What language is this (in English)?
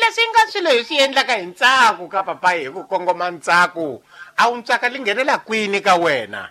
Tsonga